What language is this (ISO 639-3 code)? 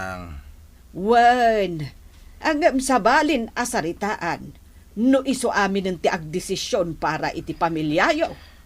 ilo